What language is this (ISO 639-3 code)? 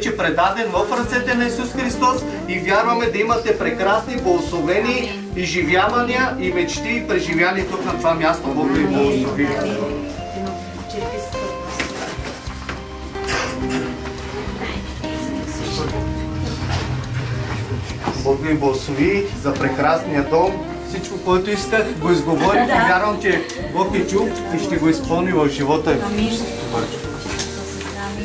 bul